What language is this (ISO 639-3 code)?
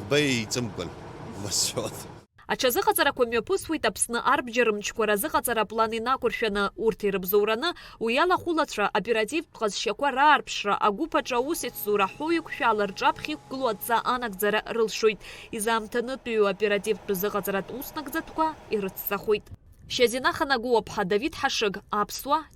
abk